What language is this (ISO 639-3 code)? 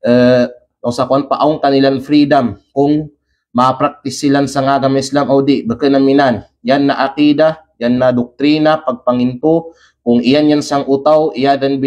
kqe